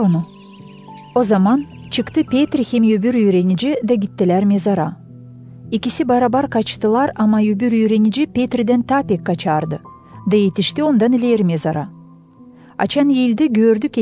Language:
Gagauz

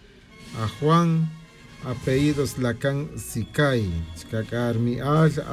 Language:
Tz'utujil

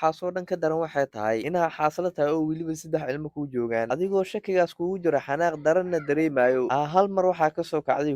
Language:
Somali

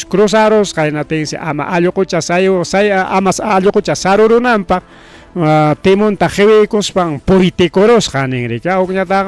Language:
Ayacucho Quechua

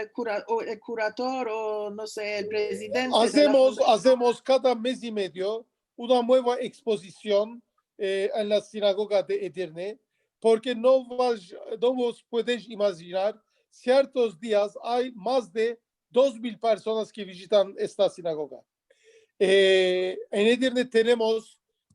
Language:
Ladino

